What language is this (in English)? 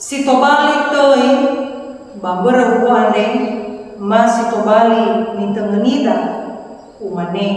Nias